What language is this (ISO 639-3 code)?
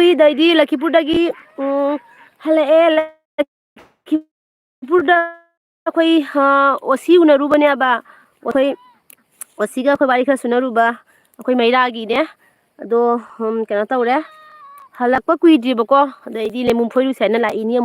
mni